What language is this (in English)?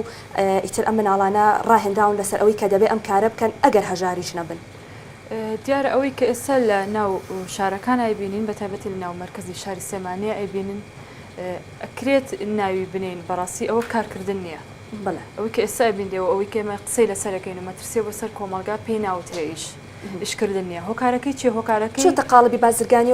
Central Kurdish